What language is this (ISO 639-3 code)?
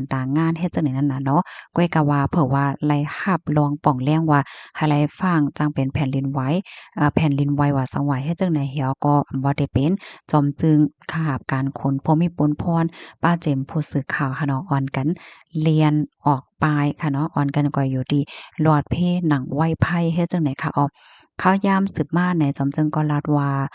shn